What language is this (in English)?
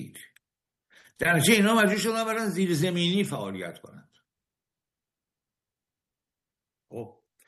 Persian